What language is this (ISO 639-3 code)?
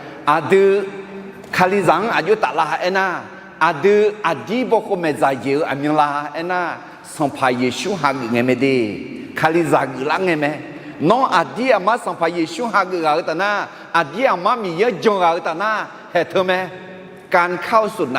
ahk